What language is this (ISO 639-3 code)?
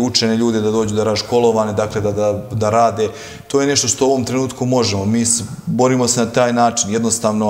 srp